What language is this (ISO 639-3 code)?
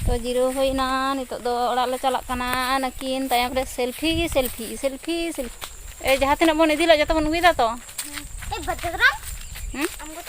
sat